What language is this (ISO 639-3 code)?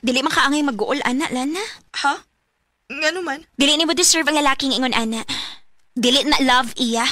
ceb